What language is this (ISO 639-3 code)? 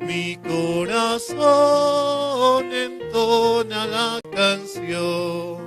quh